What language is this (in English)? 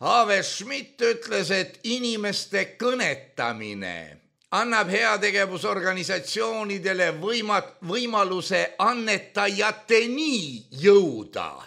Estonian